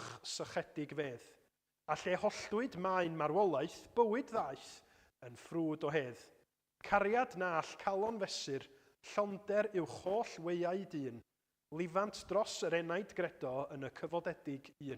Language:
Welsh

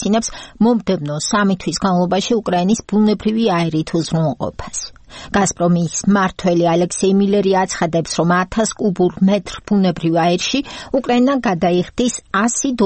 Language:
Georgian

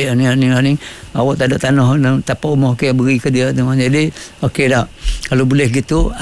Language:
Malay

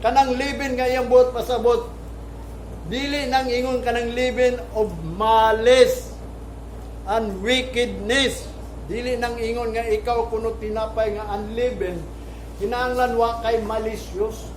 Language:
Cebuano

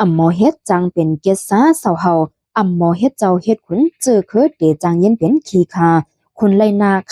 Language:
Shan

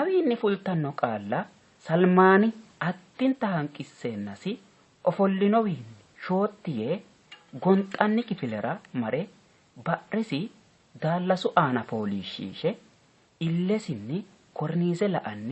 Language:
Sidamo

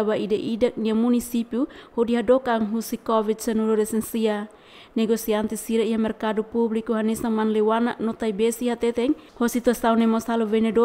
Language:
Tetum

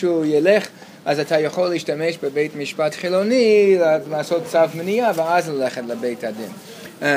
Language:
Hebrew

